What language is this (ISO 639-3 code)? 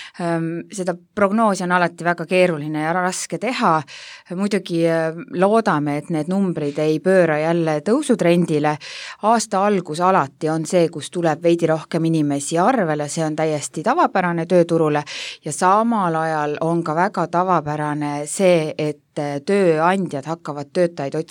est